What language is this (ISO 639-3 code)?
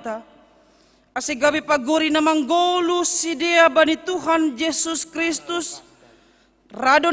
bts